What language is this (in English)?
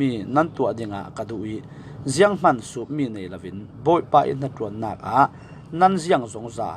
Falam Chin